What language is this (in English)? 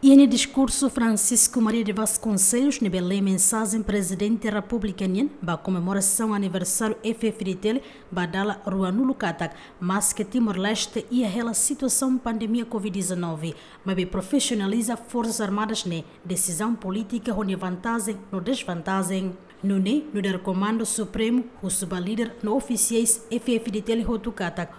Tetum